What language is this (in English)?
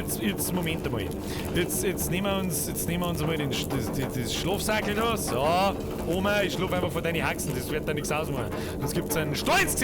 Bavarian